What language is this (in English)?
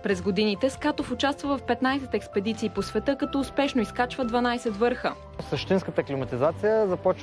Bulgarian